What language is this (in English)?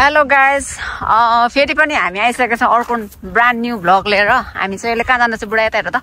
Nepali